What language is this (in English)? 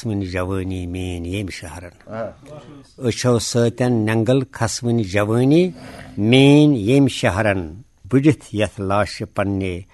Kashmiri